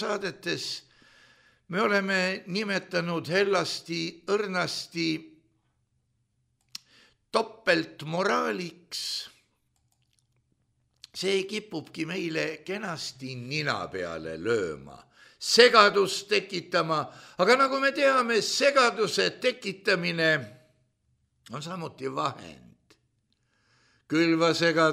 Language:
Estonian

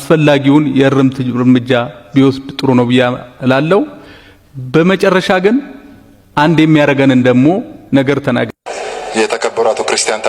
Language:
Amharic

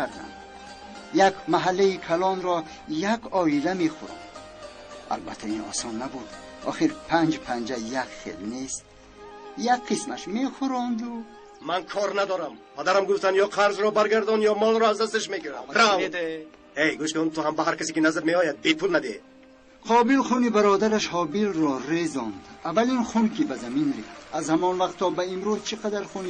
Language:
Tajik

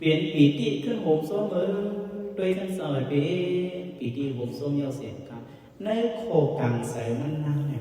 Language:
Shan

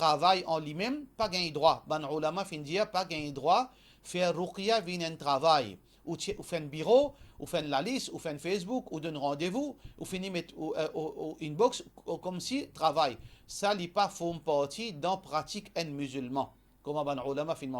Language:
Morisyen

